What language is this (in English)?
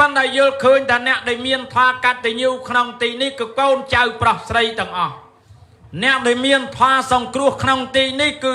Khmer